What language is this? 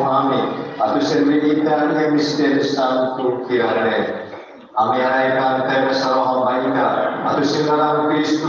Tetum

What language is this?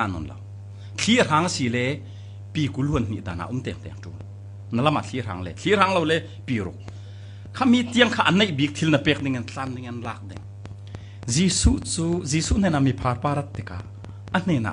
Falam Chin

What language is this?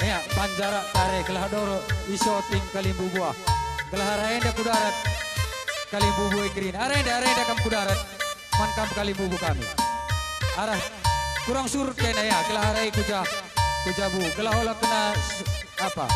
Batak Karo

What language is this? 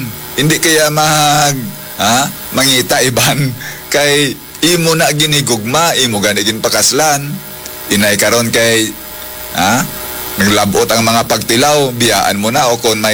Hiligaynon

